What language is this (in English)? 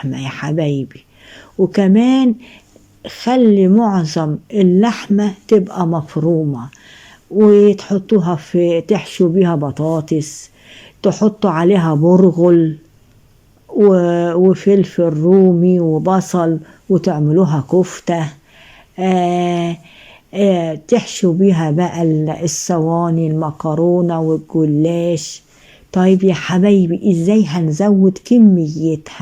Egyptian Arabic